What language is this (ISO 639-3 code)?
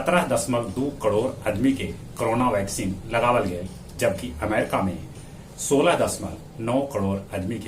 mag